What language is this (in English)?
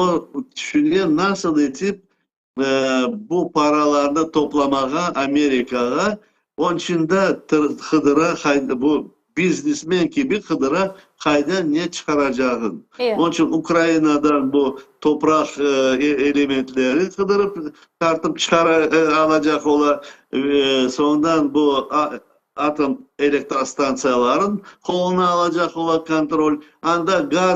Crimean Tatar